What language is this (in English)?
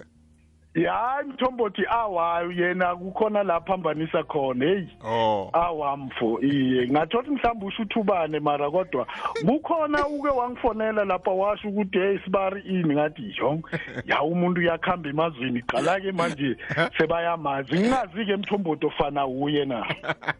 South Ndebele